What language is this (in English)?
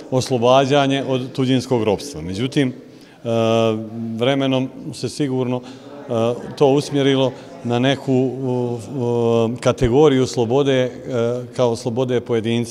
Bosnian